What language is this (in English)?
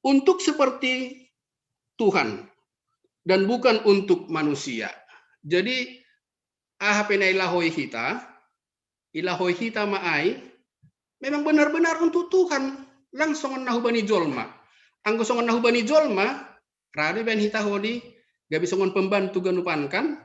Batak Simalungun